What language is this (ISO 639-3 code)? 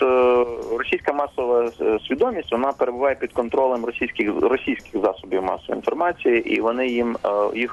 ukr